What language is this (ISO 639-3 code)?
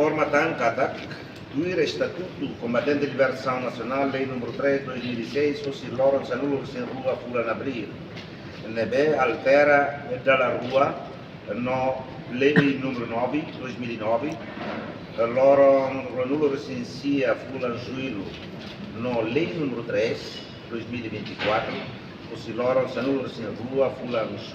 tet